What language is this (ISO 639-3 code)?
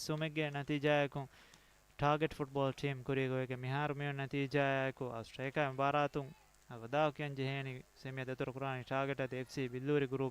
div